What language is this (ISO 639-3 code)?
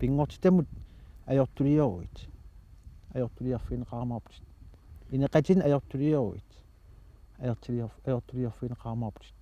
kal